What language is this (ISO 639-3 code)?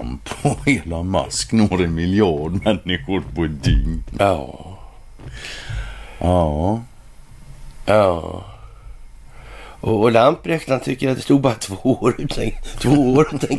swe